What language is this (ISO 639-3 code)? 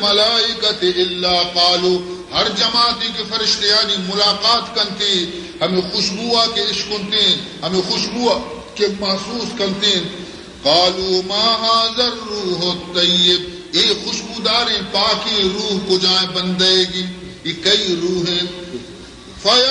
bal